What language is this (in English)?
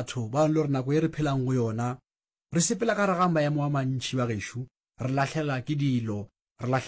Northern Sotho